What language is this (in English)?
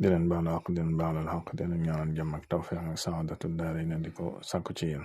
Wolof